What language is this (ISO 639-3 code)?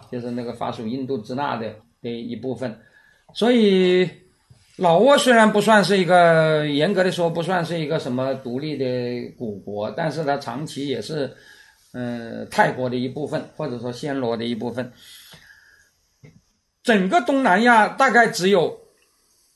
zho